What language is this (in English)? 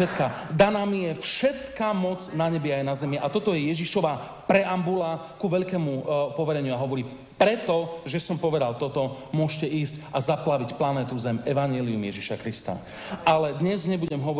Slovak